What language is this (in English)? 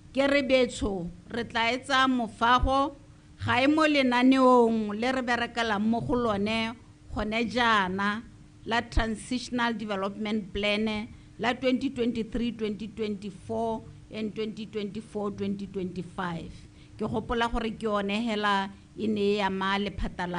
Tswana